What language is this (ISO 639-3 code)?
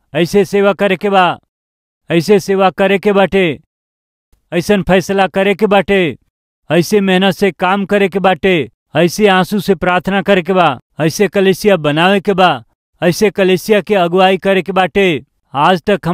bho